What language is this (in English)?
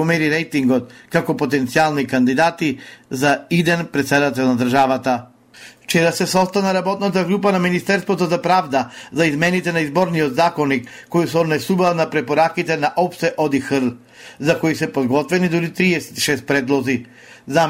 Macedonian